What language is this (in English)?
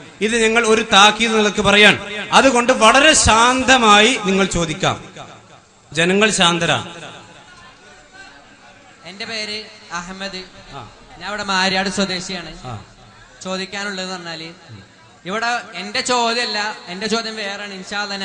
Malayalam